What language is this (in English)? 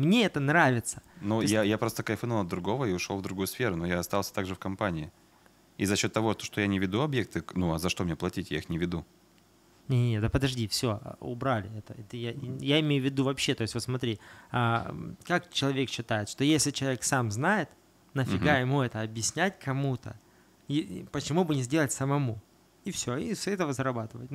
Russian